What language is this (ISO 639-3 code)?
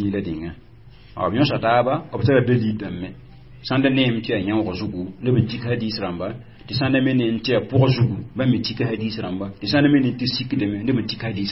mos